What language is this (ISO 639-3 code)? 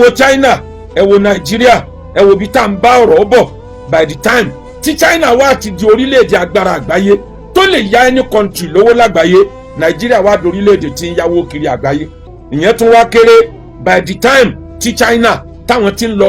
yor